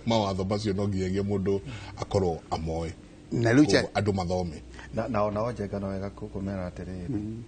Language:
Kikuyu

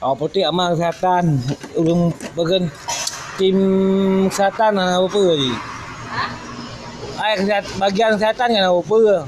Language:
Achinese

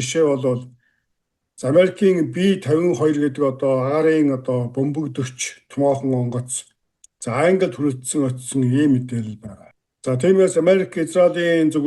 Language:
Mongolian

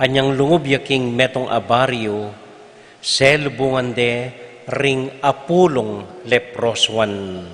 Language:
Pampanga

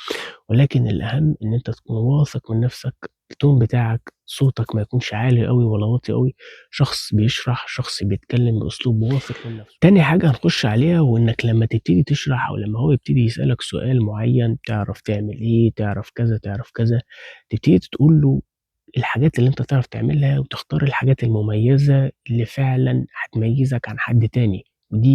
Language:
Egyptian Arabic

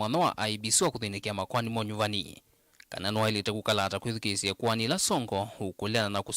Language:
Kamba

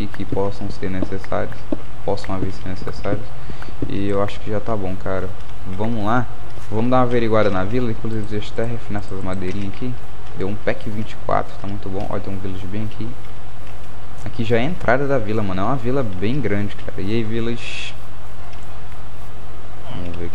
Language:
Portuguese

